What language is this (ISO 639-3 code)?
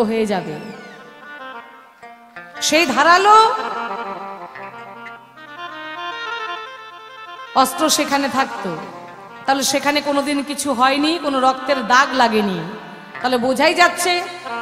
ben